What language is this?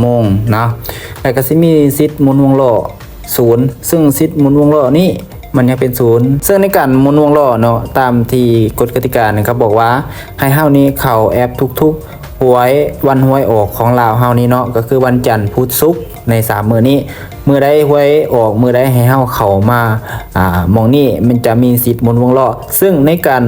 Lao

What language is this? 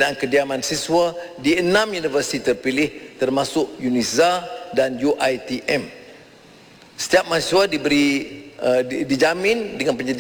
Malay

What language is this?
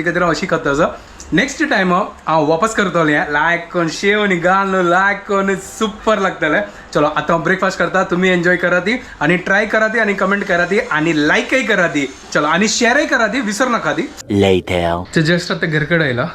Konkani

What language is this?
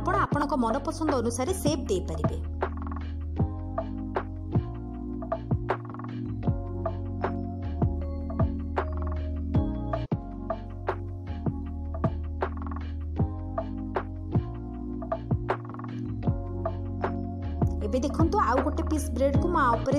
Odia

